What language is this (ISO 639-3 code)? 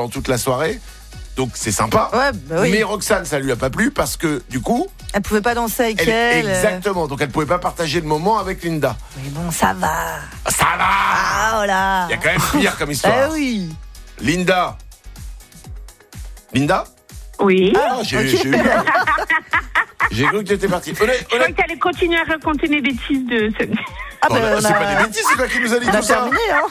fra